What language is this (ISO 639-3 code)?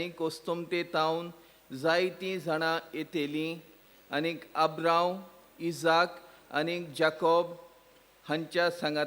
kok